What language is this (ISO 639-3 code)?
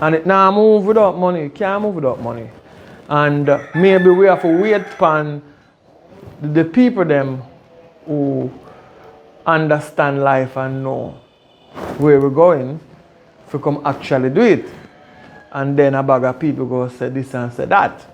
jam